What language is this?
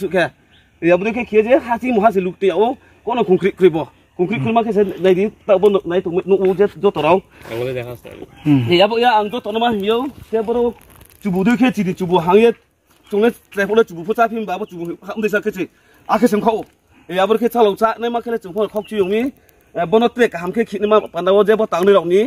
Riang (India)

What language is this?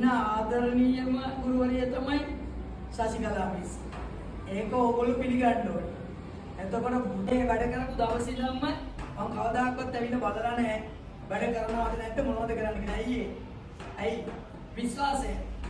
Sinhala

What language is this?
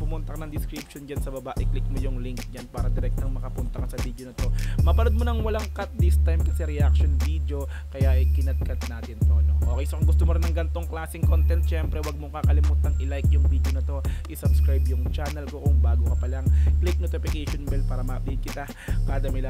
Filipino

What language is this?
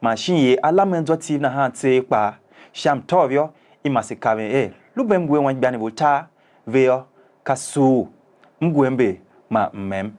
Tiv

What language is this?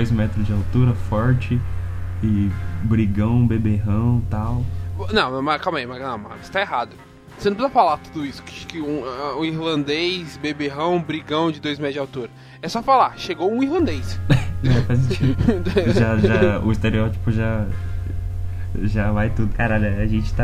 Portuguese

